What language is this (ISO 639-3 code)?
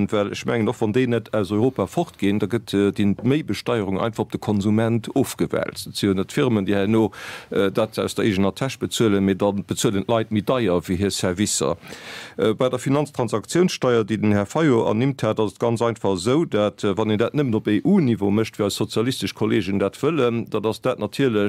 ltz